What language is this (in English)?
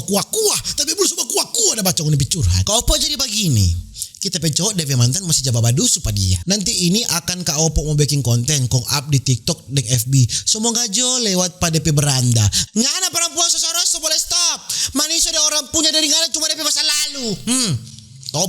Manado Malay